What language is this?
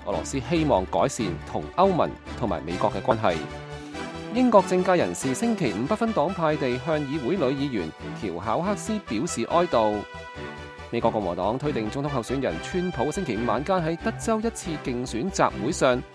Cantonese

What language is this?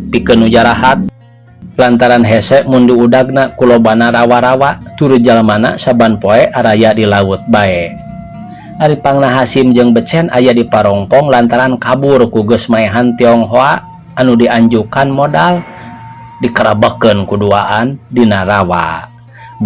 Sundanese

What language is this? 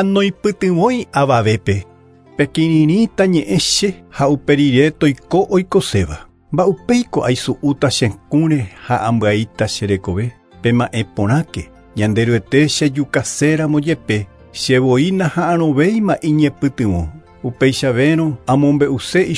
Guarani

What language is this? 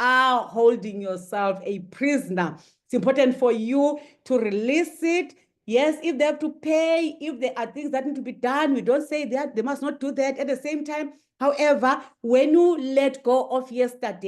English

